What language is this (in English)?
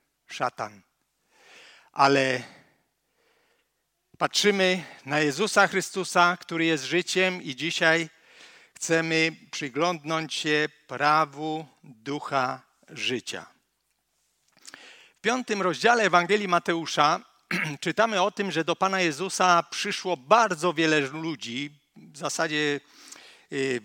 Polish